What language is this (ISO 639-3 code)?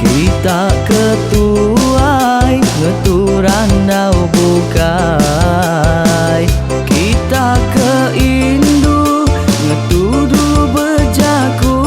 iba